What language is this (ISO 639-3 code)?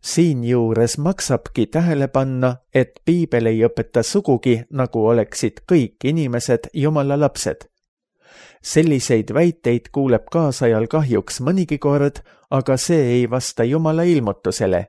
est